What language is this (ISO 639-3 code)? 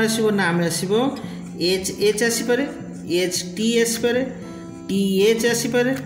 ori